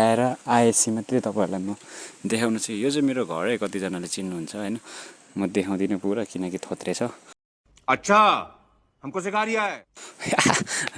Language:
Nepali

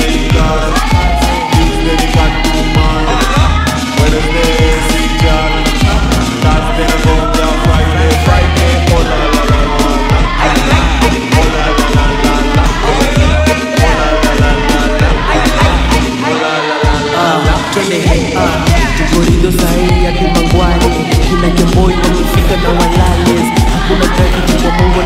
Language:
Swahili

